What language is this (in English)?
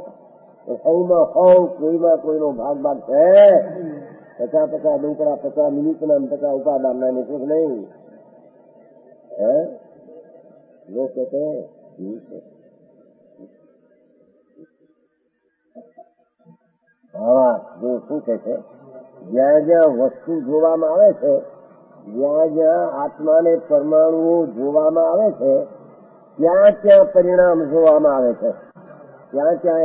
Gujarati